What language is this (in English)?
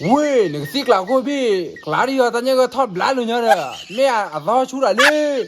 S'gaw Karen